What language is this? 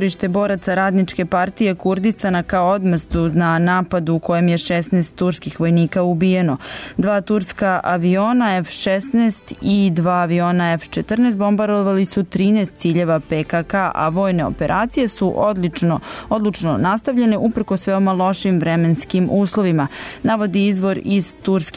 Serbian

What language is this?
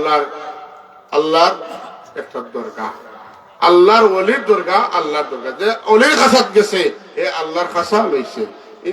Sylheti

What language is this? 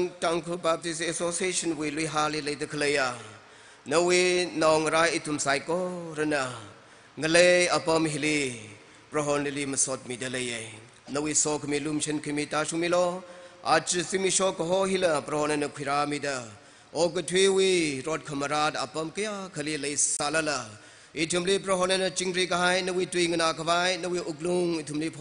Tangkhul Naga (India)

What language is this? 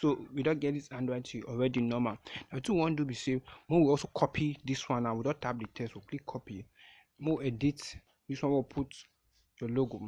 Nigerian Pidgin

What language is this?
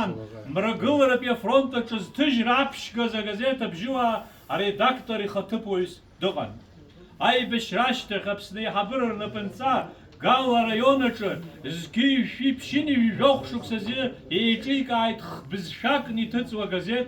Abkhazian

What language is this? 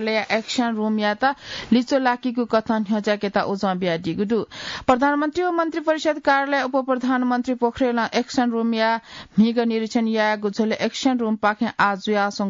Newari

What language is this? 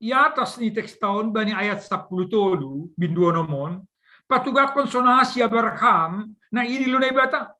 Batak Simalungun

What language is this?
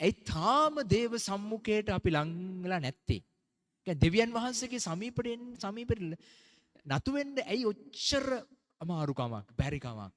Sinhala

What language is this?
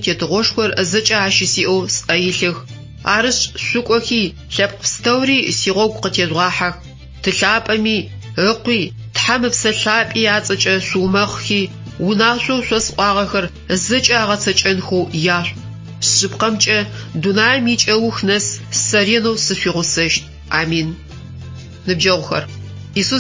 Adyghe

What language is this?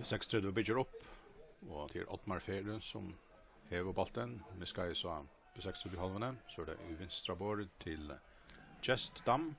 Faroese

